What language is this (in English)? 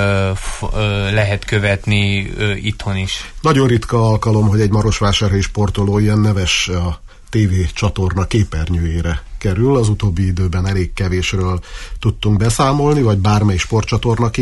Hungarian